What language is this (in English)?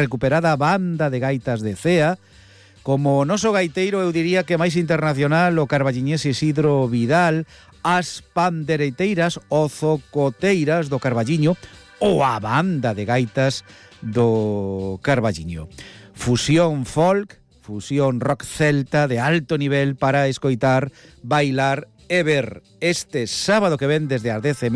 Galician